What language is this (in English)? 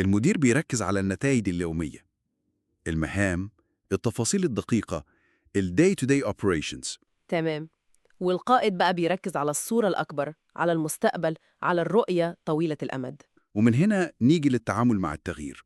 Egyptian Arabic